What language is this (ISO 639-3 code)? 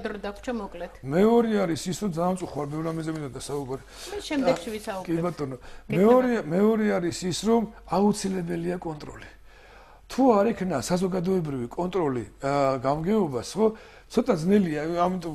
kat